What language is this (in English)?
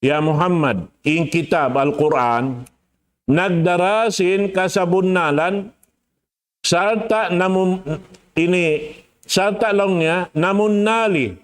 Tausug